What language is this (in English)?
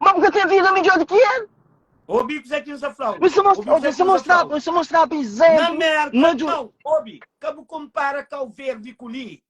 Kabuverdianu